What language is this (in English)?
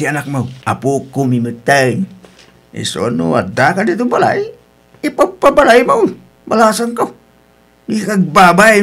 Iloko